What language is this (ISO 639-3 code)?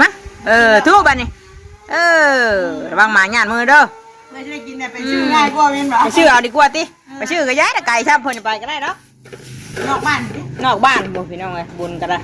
tts